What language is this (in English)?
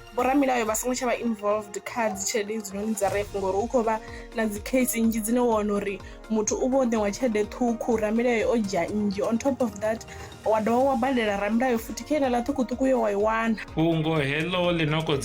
Venda